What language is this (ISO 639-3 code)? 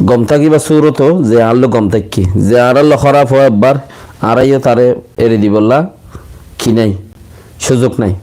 rhg